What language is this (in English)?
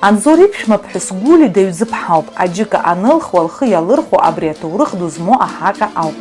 Abkhazian